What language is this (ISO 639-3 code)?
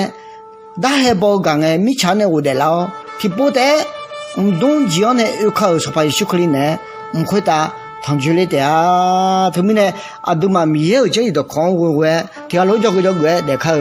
ahk